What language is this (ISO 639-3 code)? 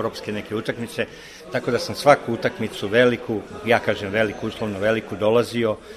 srp